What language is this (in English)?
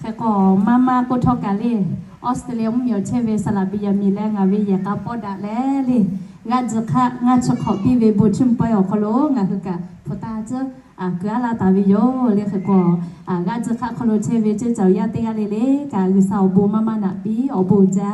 Lahu